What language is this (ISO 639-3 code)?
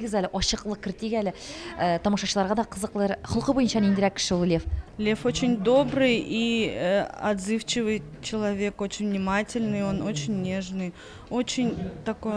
tat